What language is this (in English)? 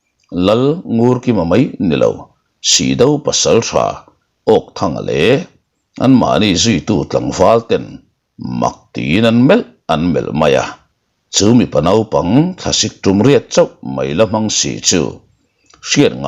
Mizo